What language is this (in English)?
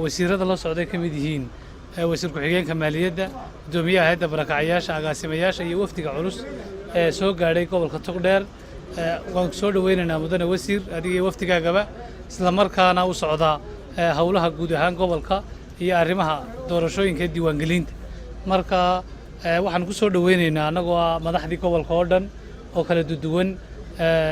Somali